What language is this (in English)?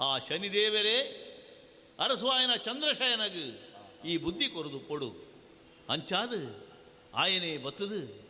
Tulu